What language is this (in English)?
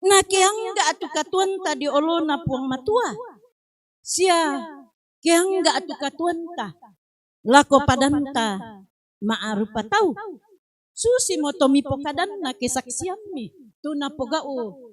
Toraja-Sa'dan